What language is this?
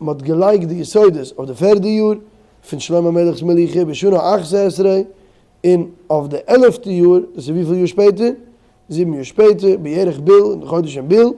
Yiddish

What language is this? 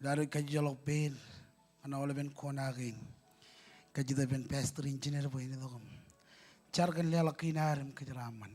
Marshallese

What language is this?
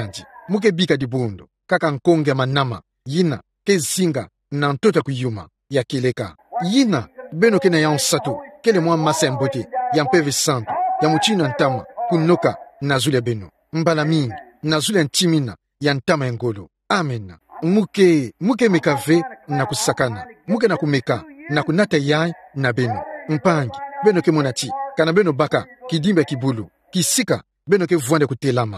Kituba (Democratic Republic of Congo)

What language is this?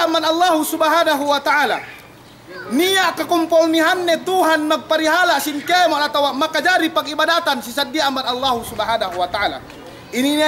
Yakan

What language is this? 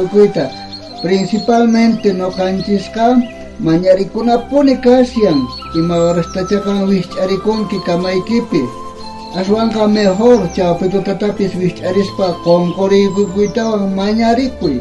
South Bolivian Quechua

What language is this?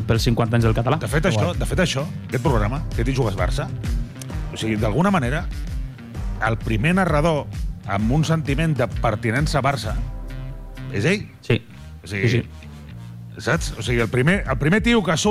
Catalan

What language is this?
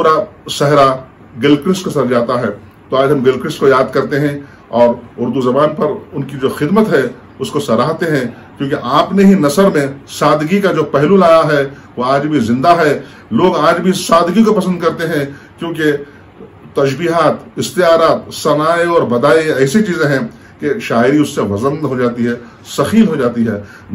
Urdu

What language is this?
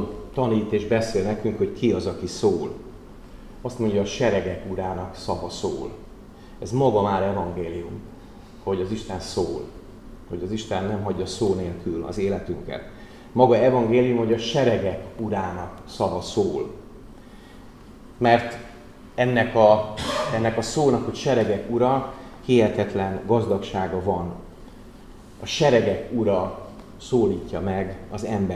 Hungarian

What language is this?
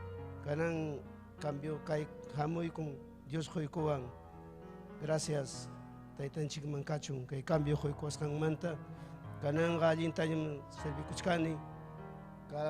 Ayacucho Quechua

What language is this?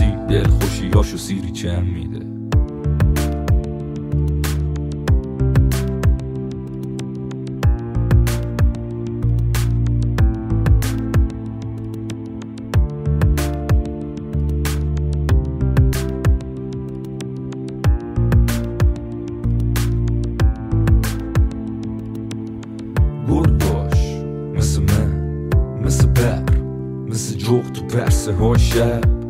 Persian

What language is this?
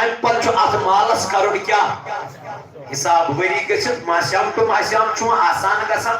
Kashmiri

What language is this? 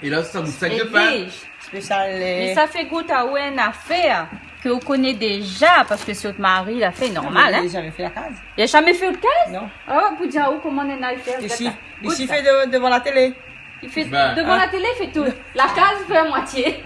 Réunion Creole French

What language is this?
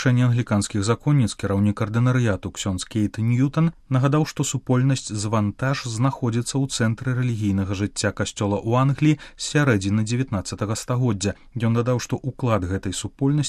Belarusian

